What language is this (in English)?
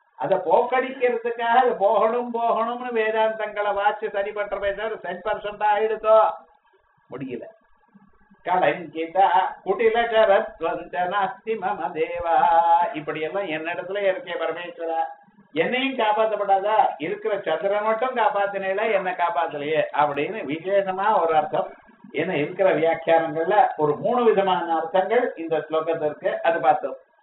Tamil